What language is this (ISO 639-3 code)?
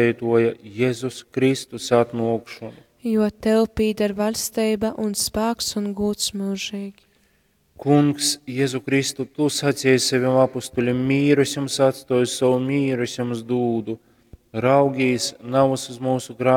ltg